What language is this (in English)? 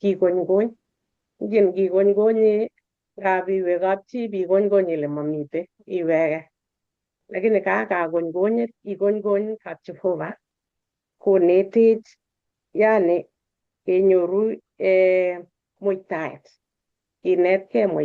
Kalenjin